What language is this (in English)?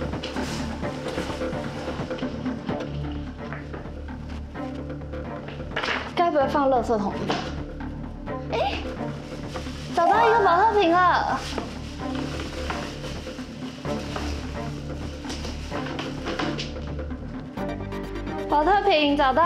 Chinese